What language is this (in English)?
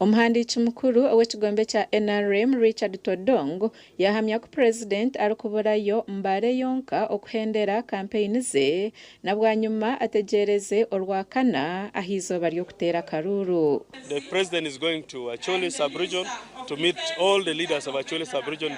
Nyankole